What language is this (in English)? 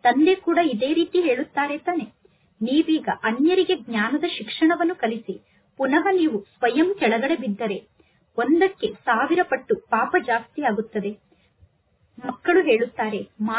Kannada